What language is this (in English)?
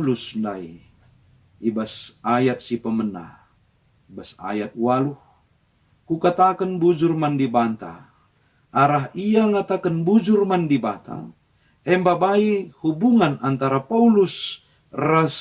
Batak Karo